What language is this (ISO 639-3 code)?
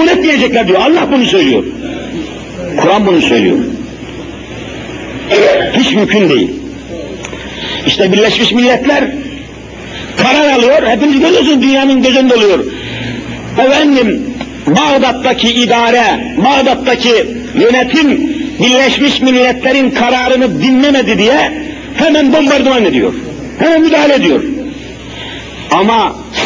tur